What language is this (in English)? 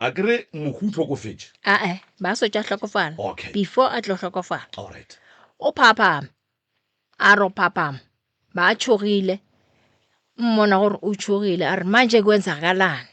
Northern Sotho